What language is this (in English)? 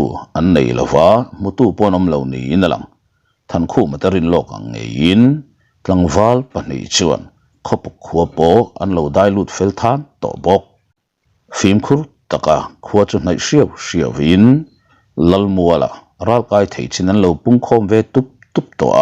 Mizo